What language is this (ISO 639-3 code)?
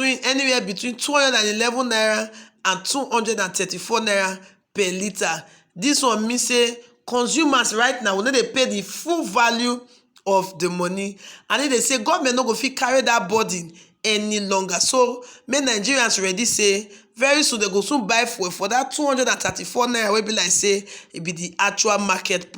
pcm